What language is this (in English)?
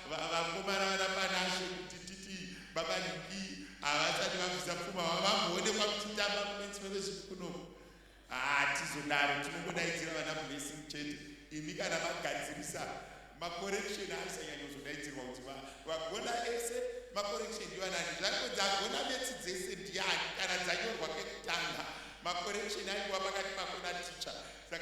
Shona